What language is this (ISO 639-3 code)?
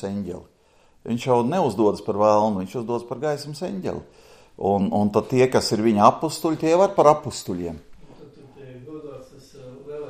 lav